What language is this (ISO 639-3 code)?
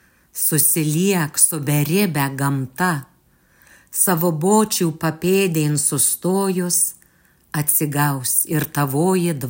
lit